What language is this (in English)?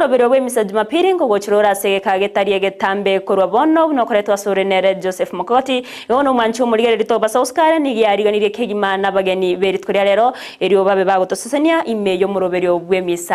Gusii